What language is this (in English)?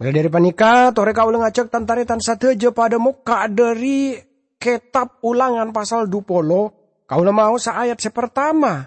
Madurese